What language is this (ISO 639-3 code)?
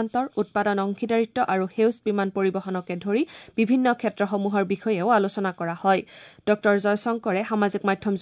asm